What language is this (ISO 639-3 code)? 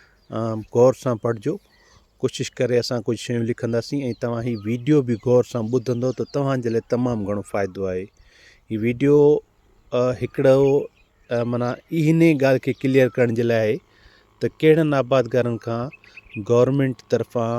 snd